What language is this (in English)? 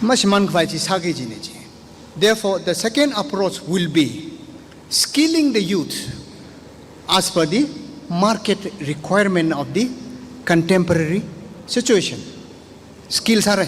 Tangkhul Naga (India)